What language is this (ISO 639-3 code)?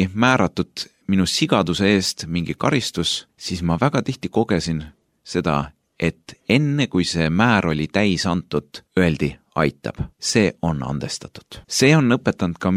est